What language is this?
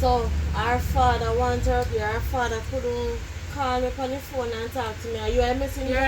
Jamaican Creole English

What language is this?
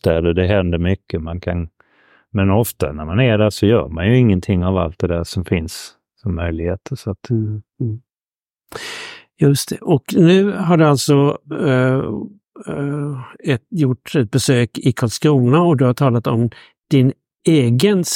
Swedish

